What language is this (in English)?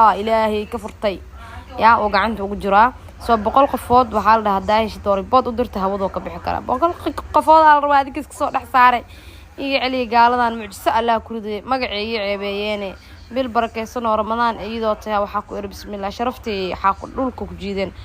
Somali